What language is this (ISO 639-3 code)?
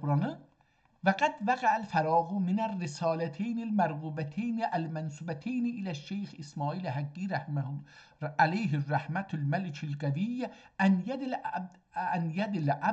azb